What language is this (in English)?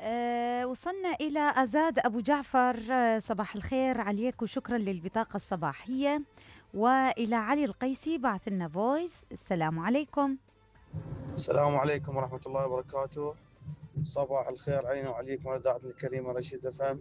Mesopotamian Arabic